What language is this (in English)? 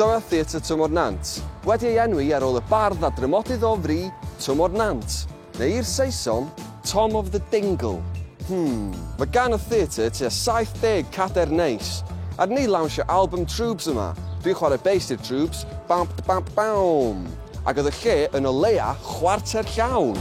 Welsh